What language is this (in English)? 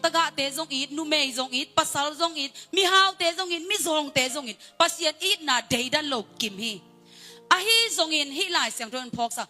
Tedim Chin